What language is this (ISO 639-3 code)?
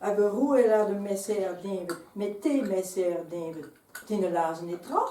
bre